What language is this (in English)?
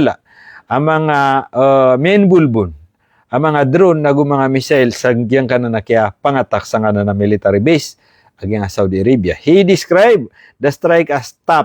Maranao